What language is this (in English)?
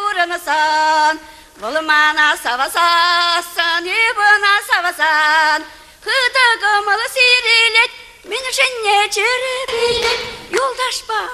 Chuvash